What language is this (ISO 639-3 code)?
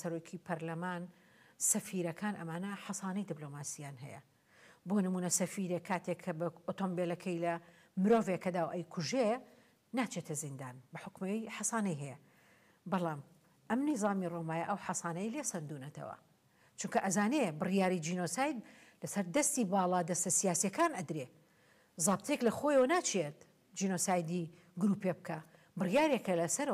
ckb